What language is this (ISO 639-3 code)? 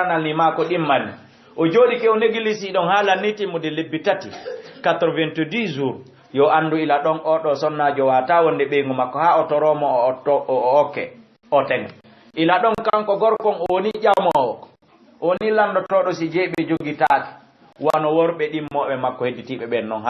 ful